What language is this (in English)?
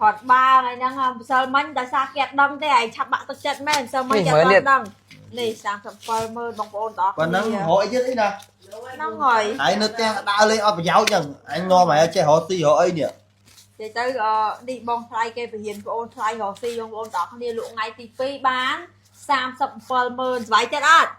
Khmer